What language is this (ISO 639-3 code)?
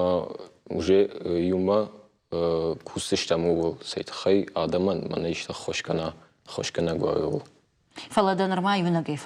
oss